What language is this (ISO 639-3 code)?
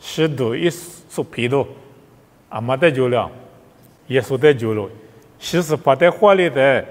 lis